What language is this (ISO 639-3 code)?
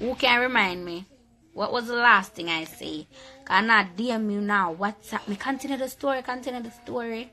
jam